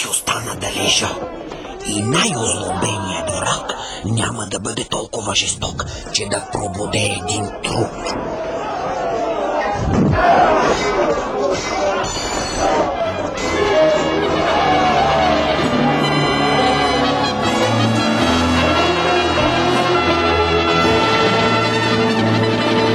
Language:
Bulgarian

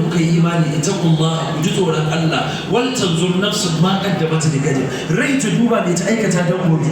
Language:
Hausa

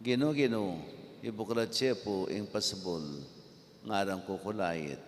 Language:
Pampanga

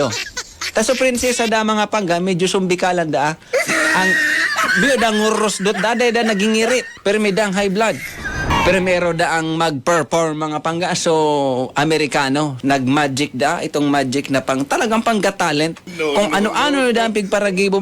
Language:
Bikol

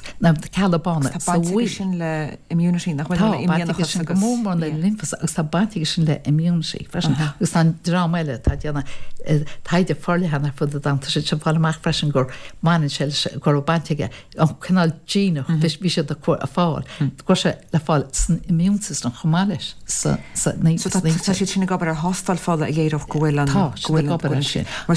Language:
Irish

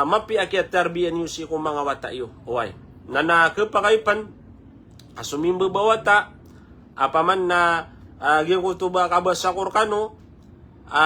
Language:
Maranao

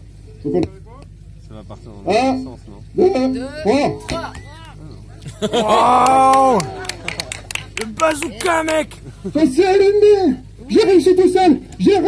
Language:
French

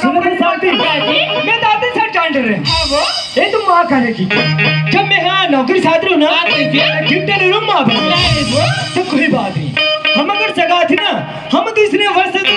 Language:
Chhattisgarhi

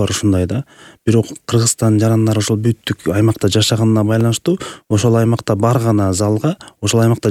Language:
Kyrgyz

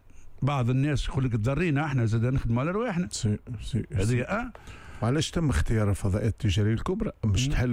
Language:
Tunisian Arabic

